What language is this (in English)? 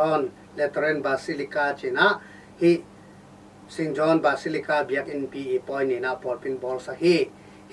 Tedim Chin